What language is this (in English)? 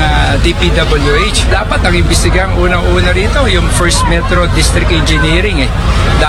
Filipino